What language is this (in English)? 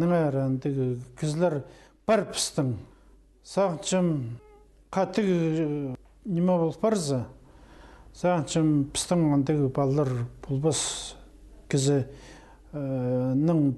Khakas